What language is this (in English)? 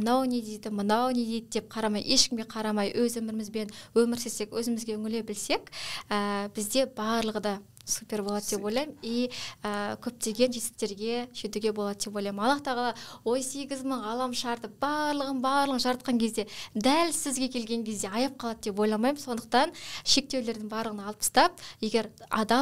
Kazakh